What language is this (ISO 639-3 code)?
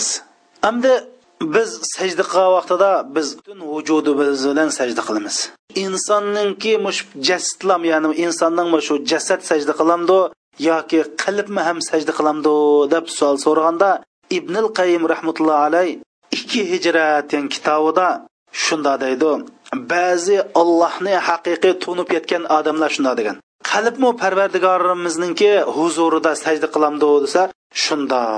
uig